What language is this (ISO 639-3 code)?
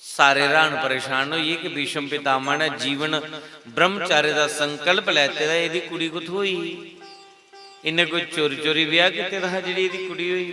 doi